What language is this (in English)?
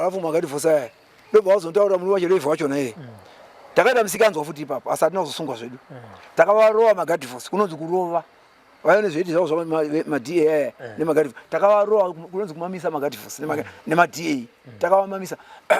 Shona